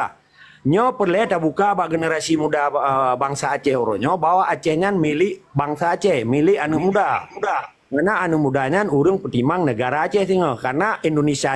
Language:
Achinese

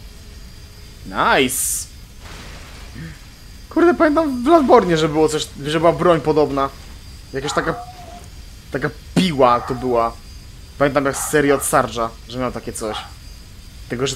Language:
Polish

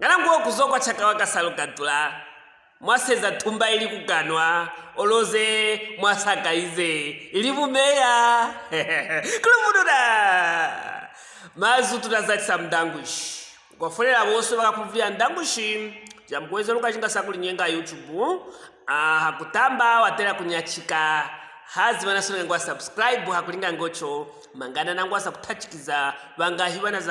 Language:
Luvale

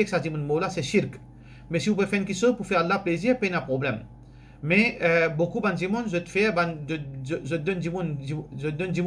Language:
Morisyen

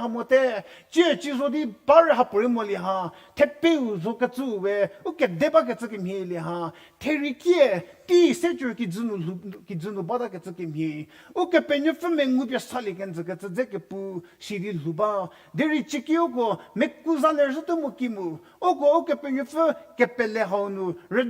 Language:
Angami Naga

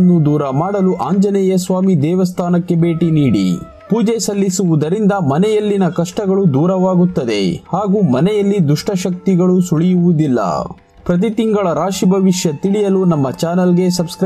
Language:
Kannada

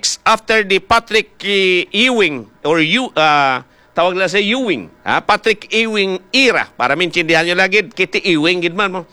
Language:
Hiligaynon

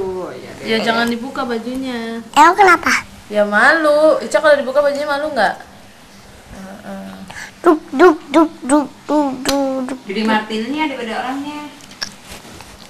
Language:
Indonesian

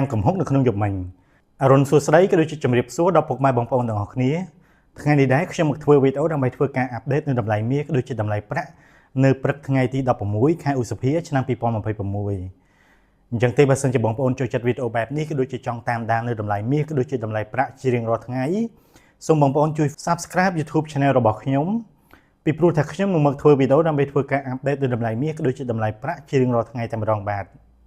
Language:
Khmer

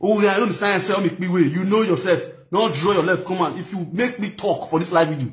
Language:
Nigerian Pidgin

